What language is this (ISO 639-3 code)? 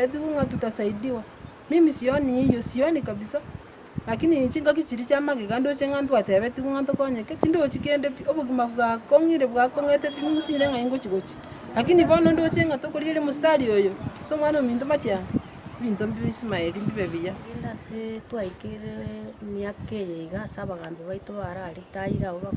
guz